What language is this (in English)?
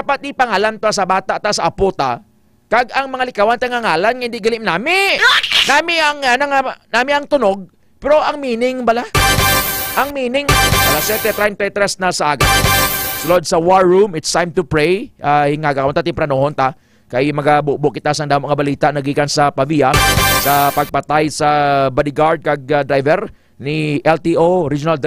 Hiligaynon